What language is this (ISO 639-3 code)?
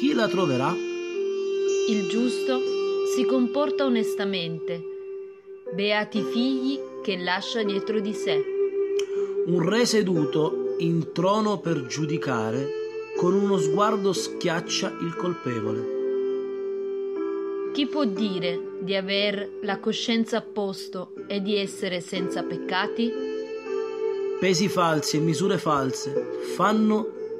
ita